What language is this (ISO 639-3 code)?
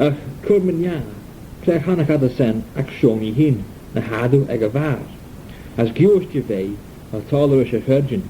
glv